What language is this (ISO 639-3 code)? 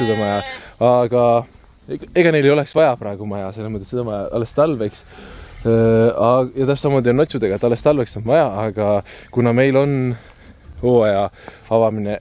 est